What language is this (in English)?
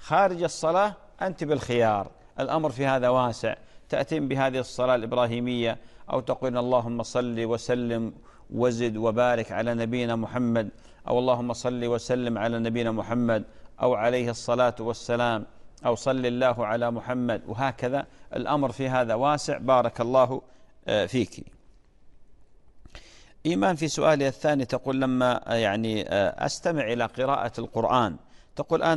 Arabic